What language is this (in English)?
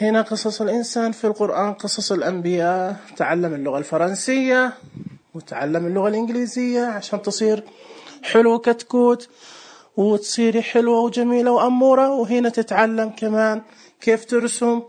Najdi Arabic